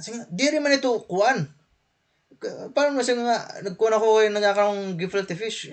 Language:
Waray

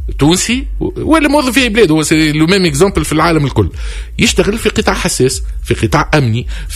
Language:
Tunisian Arabic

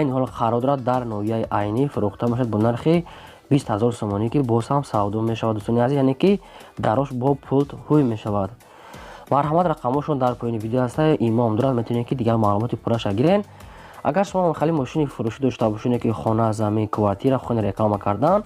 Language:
Tajik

